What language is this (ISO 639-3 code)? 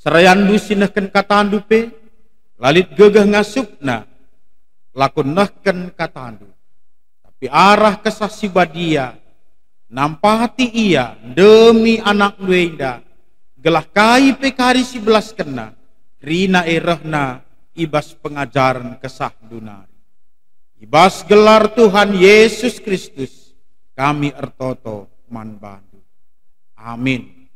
btx